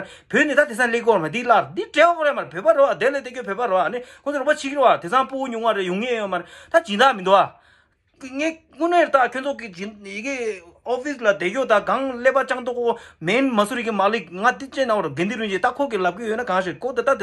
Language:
Tibetan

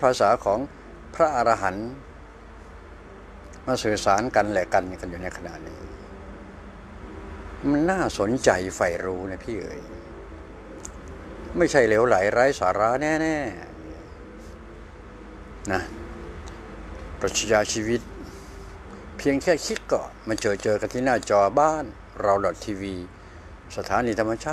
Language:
Thai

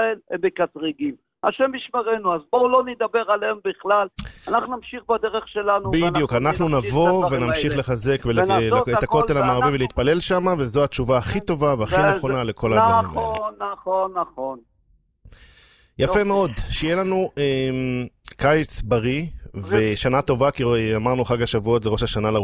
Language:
Hebrew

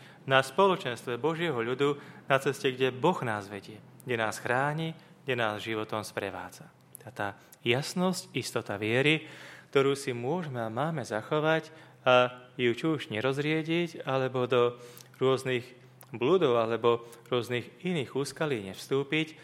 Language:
Slovak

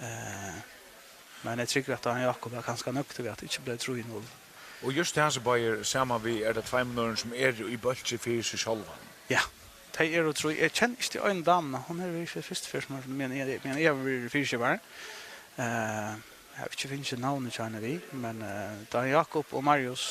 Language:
Faroese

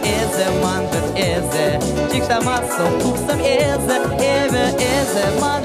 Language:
Chuvash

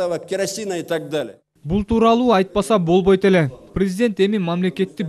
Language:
Kyrgyz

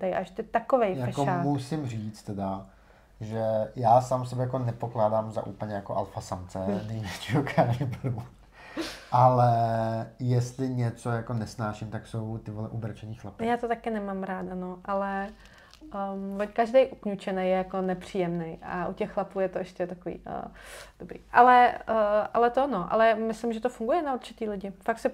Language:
Czech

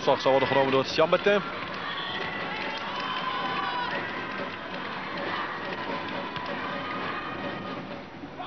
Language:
Dutch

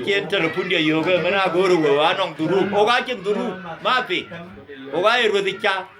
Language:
Dinka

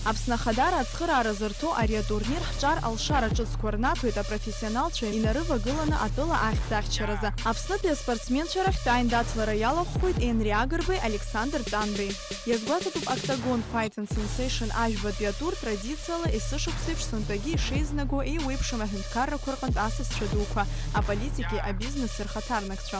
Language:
Abkhazian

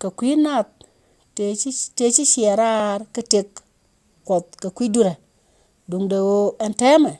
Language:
Nuer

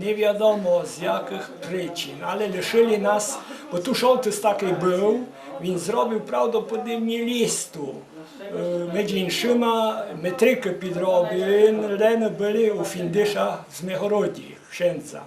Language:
Rusyn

